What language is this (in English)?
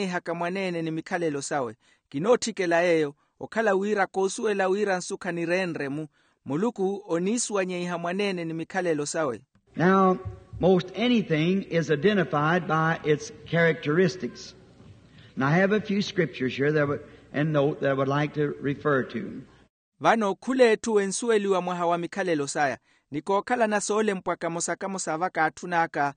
Makhuwa